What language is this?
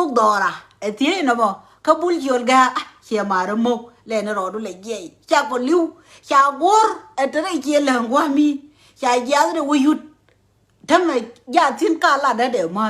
Nuer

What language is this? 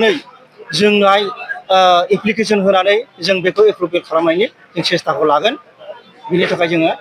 Bodo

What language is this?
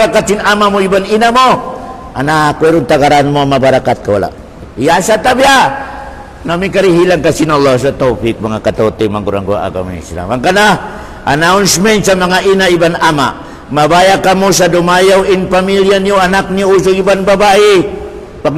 Tausug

